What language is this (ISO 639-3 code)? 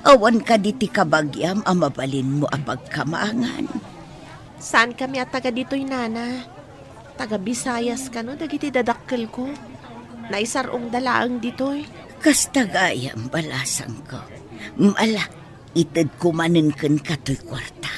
ilo